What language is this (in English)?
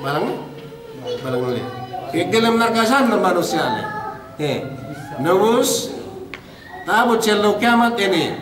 Yakan